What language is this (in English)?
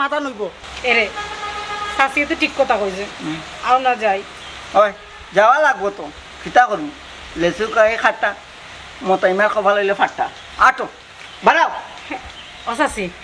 Sylheti